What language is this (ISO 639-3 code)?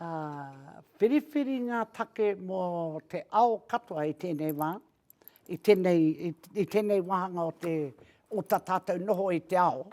mri